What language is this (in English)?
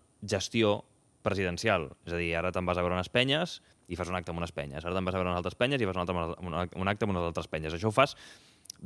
Catalan